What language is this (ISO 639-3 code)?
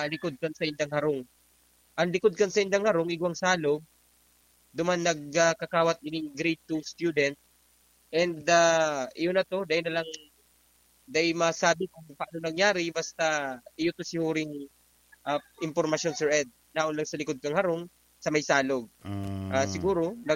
bik